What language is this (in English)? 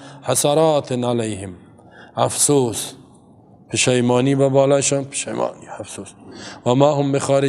Persian